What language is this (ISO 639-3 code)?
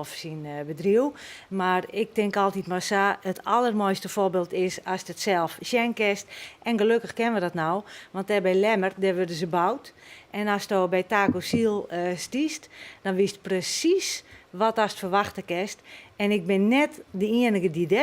fry